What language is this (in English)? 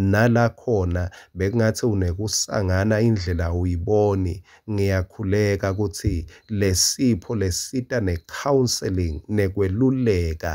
Swati